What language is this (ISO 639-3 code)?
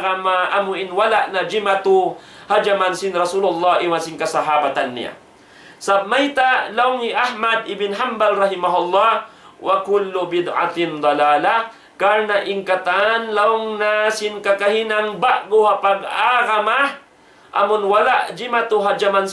tsg